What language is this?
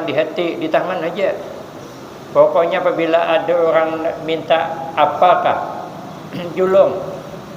Banjar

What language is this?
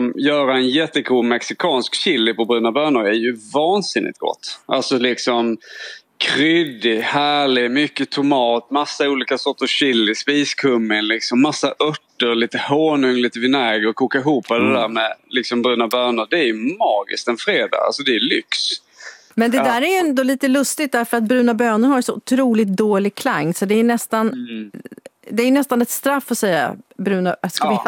Swedish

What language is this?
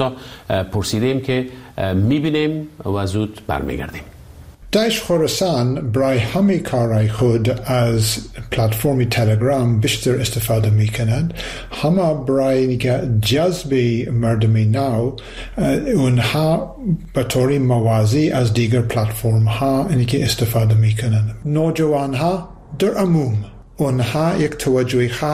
Persian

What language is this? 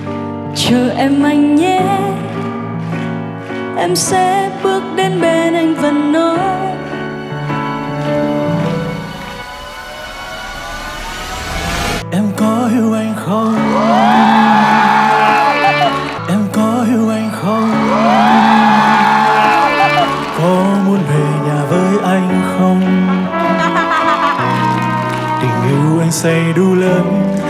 Vietnamese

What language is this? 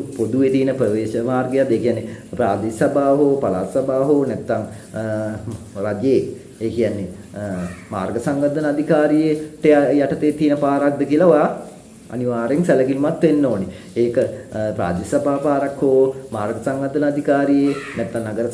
Sinhala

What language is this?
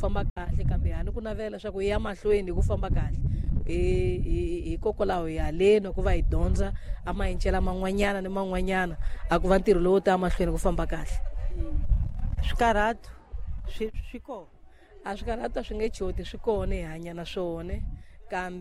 Tsonga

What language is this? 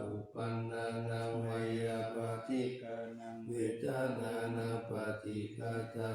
Pali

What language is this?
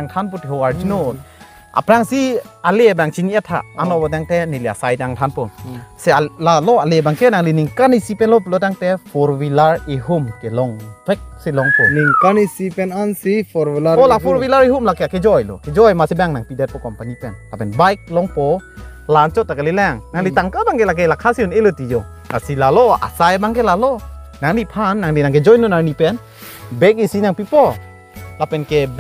Karbi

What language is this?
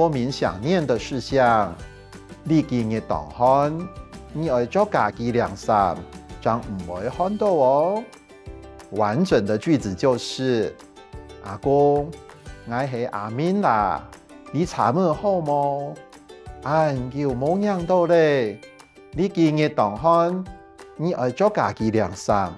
Hakka Chinese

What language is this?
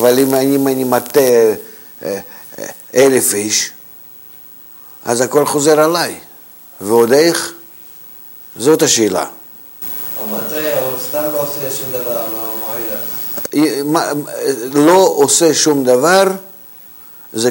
Hebrew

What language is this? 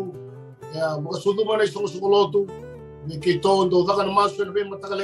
Fijian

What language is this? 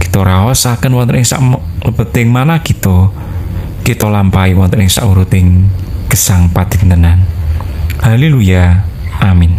Javanese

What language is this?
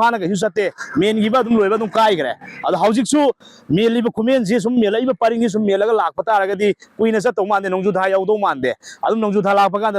Manipuri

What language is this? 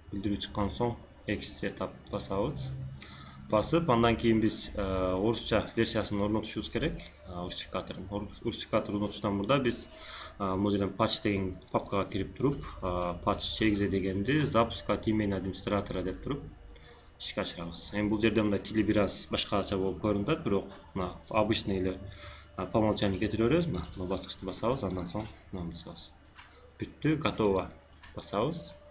Kyrgyz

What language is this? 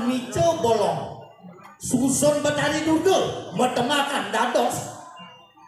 Balinese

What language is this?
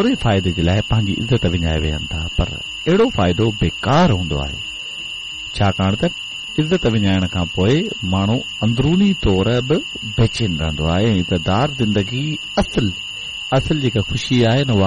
Sindhi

